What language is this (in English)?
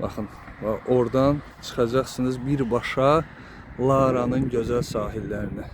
Azerbaijani